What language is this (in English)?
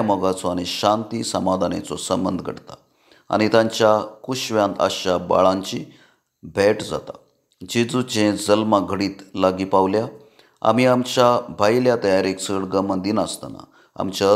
Konkani